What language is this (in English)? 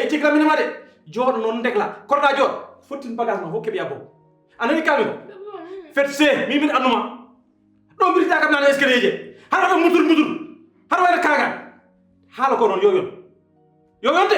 Fula